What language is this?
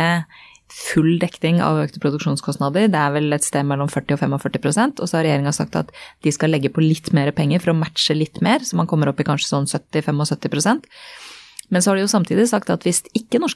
Norwegian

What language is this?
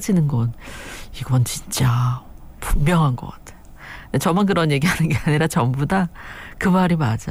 Korean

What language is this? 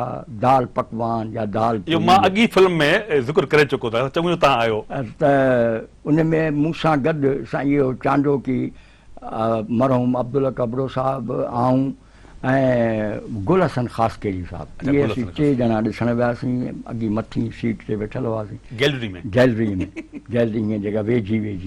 Sindhi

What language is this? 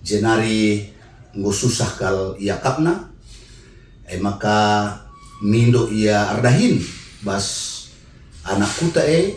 Batak Karo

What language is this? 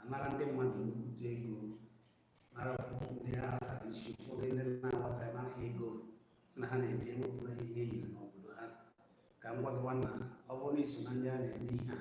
Igbo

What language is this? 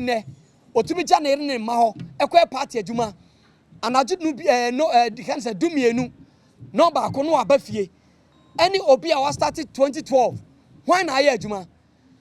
Akan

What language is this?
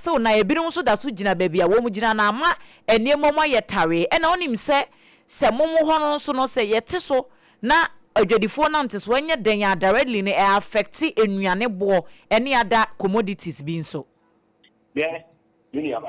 Akan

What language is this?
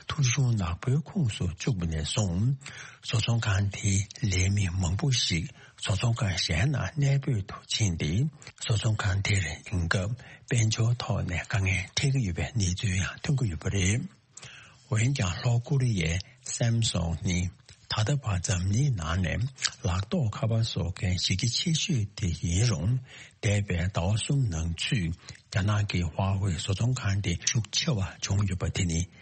Tibetan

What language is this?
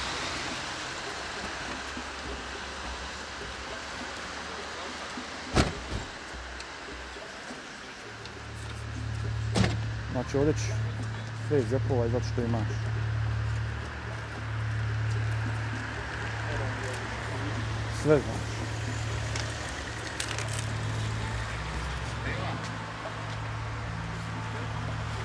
Bosnian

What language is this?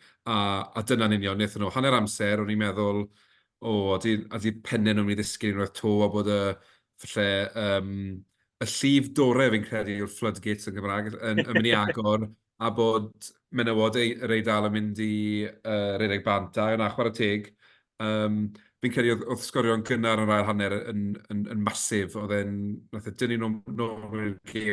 Welsh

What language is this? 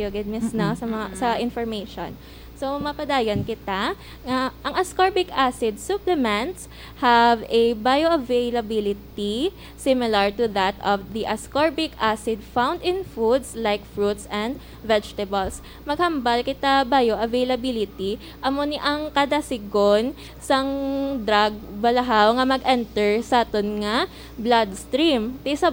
Hiligaynon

